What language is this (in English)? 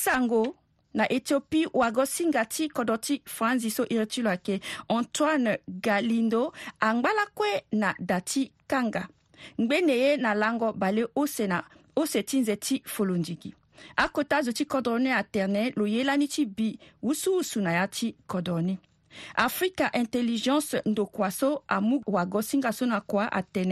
Sango